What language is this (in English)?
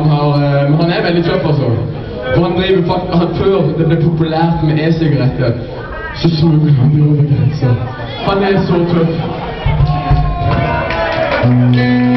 Norwegian